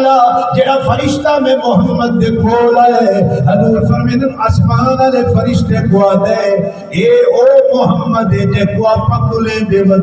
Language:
Saraiki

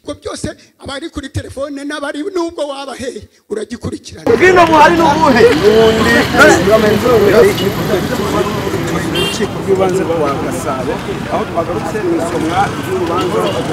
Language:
Kinyarwanda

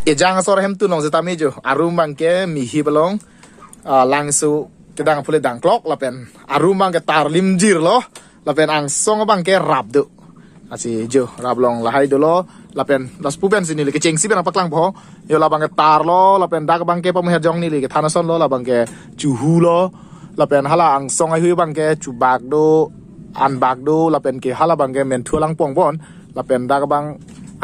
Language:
Karbi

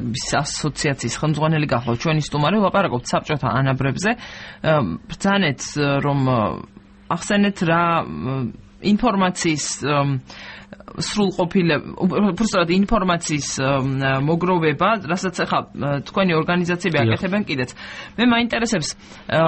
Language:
Georgian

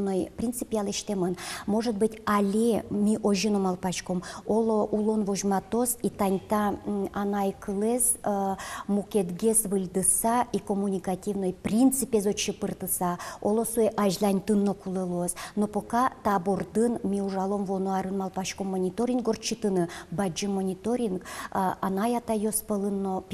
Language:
Udmurt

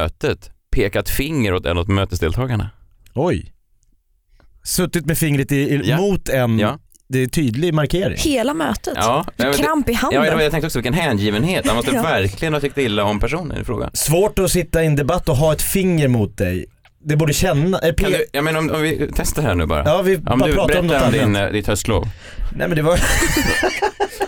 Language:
Swedish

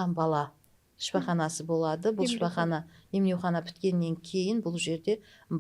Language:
Kara-Kalpak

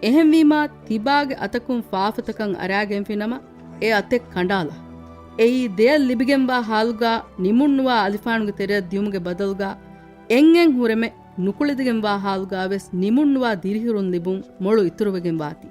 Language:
Divehi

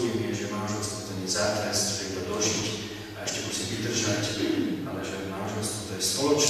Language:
Slovak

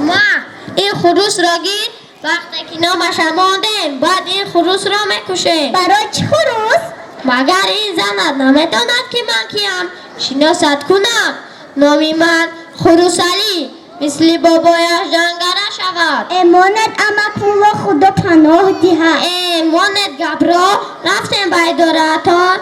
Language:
Tajik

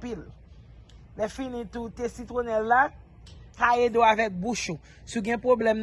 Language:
Haitian Creole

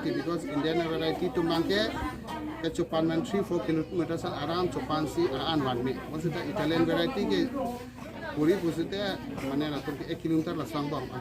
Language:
Karbi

